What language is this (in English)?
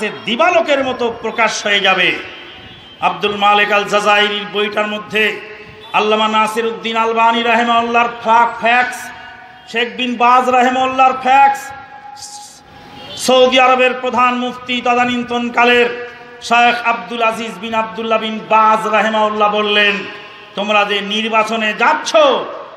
Bangla